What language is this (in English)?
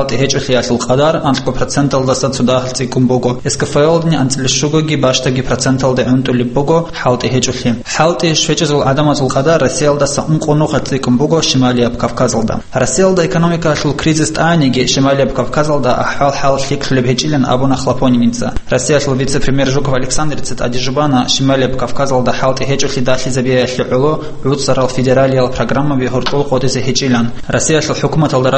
Avaric